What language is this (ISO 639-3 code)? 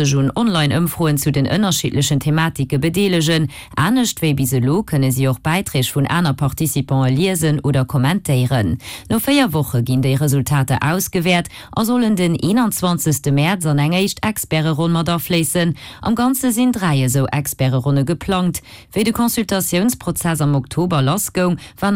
ltz